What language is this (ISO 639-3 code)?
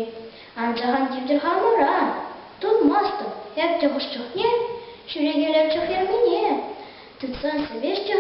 chv